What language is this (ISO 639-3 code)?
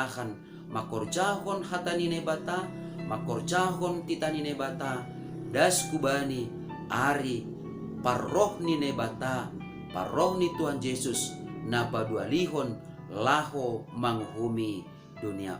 bts